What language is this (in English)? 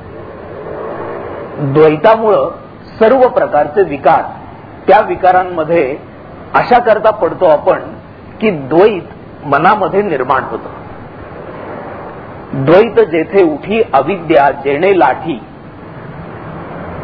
Marathi